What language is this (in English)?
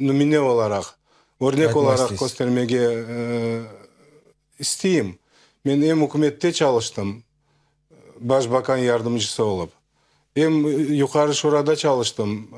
Crimean Tatar